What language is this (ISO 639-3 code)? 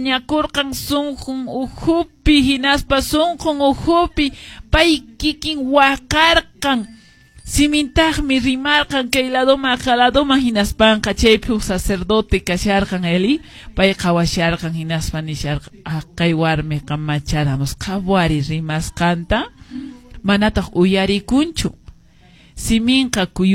que